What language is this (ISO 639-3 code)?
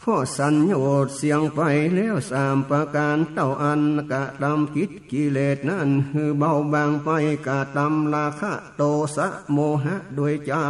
nod